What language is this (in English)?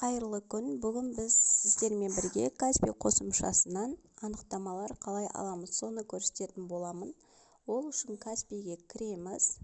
Kazakh